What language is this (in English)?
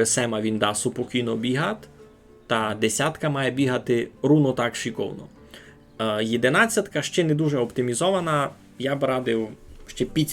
Rusyn